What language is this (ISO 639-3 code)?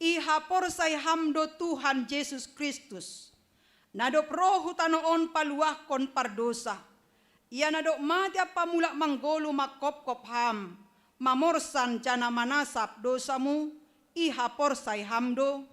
bts